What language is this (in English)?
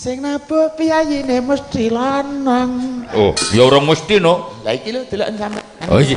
Javanese